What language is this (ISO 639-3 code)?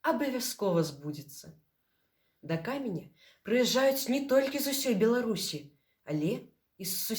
bel